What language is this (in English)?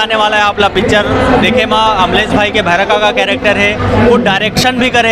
Chhattisgarhi